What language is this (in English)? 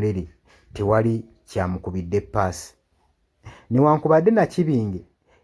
Ganda